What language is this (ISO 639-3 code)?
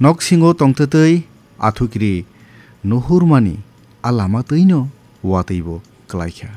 trp